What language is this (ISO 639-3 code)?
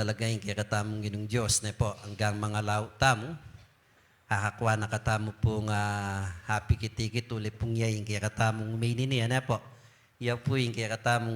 pam